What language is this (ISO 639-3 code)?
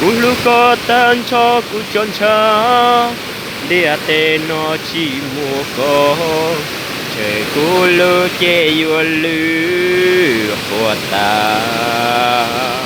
hmn